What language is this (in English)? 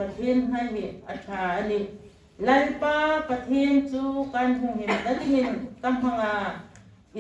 Hmar